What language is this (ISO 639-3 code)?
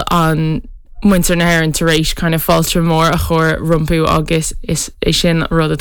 gle